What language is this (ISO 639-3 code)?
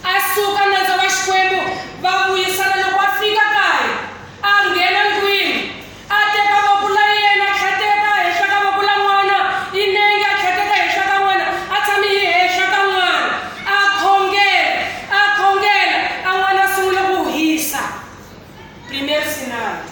tso